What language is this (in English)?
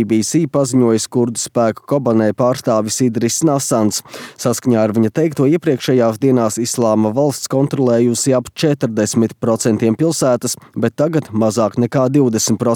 Latvian